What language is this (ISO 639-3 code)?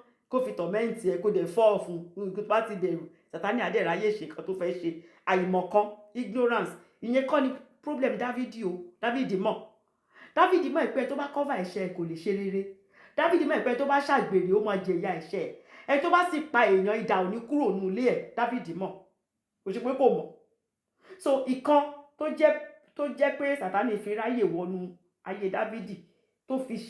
yor